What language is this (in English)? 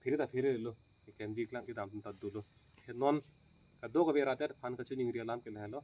Karbi